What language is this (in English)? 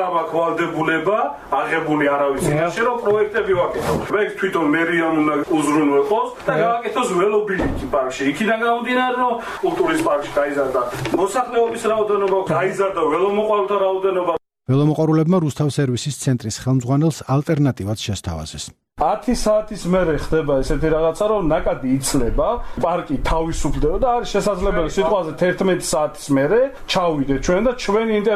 Georgian